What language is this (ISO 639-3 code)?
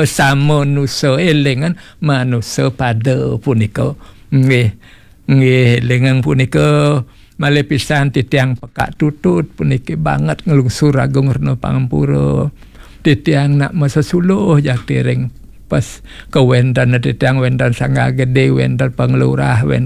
ban